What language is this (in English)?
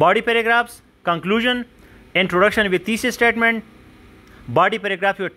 English